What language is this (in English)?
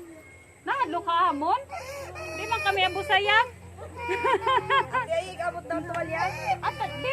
Waray